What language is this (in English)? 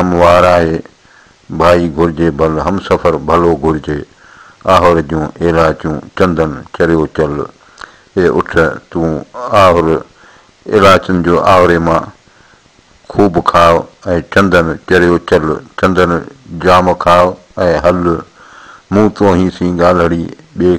Sindhi